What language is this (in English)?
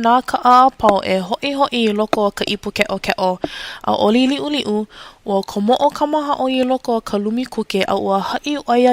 Hawaiian